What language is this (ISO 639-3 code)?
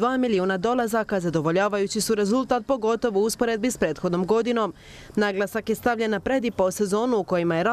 hrv